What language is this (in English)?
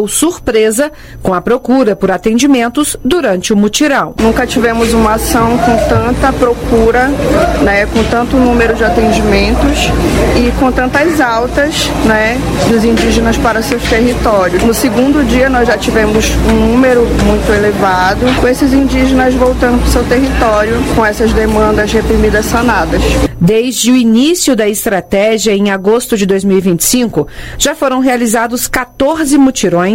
Portuguese